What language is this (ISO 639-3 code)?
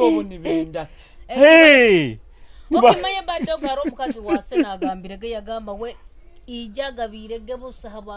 nyo